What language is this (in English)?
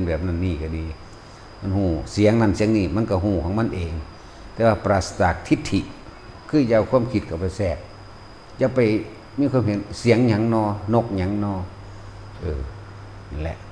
Lao